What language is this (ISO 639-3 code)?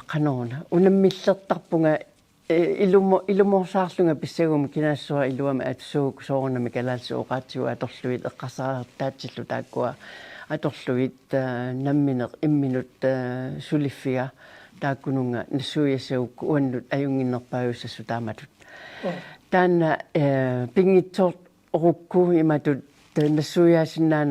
kal